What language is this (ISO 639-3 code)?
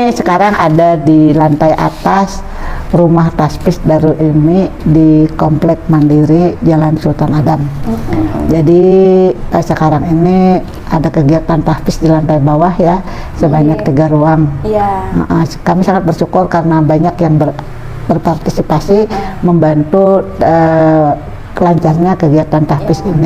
bjn